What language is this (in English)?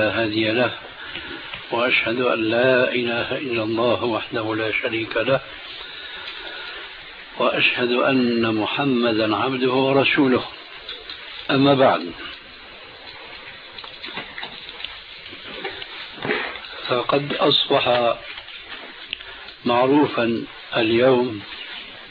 Arabic